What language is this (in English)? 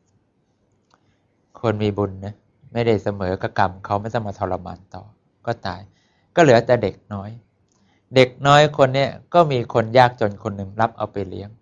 Thai